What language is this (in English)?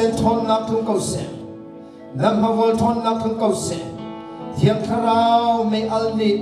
Hakha Chin